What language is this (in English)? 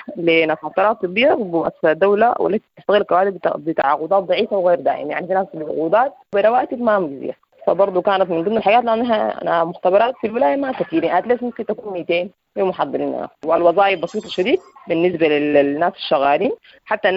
Sudanese Arabic